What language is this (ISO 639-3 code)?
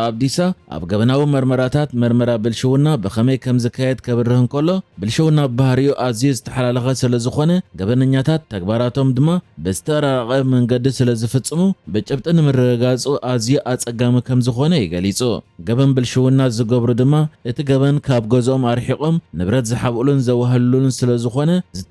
tir